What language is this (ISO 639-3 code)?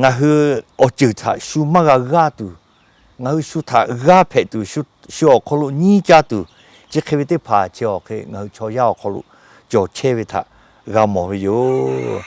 lhu